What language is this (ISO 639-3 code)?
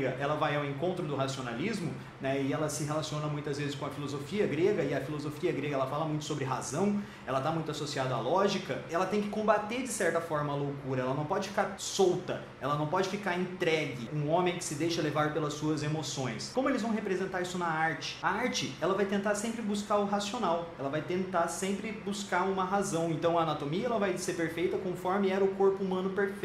por